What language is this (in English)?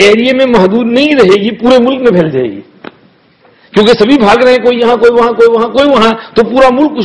Urdu